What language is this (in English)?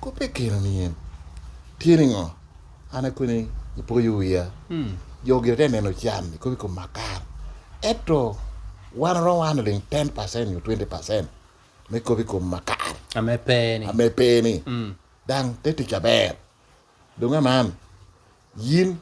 Lango (Uganda)